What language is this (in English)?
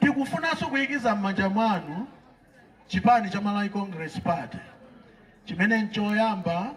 Nyanja